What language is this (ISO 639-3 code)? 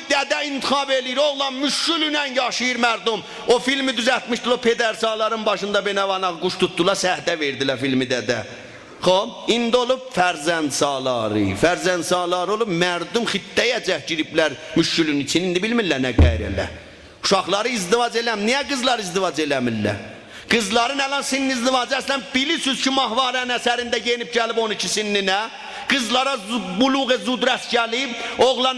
azb